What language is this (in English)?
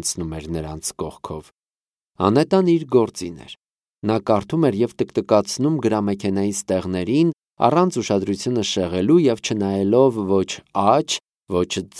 Armenian